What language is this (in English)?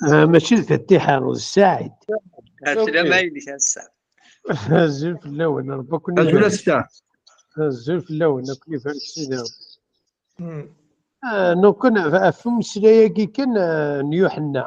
Kabyle